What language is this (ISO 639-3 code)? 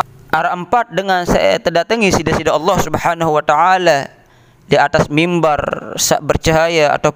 sas